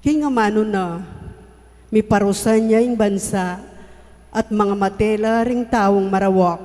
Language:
Pampanga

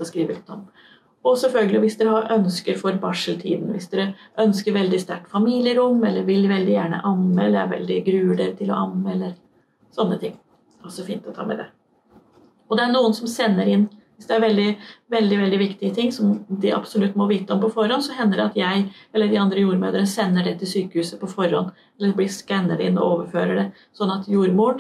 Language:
Norwegian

